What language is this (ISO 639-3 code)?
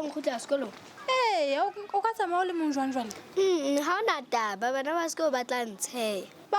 sot